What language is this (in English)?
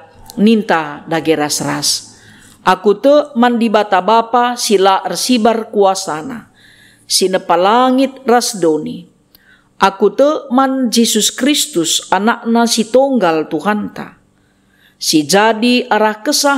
Batak Karo